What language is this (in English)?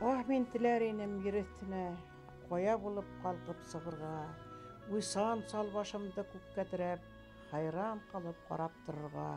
Bashkir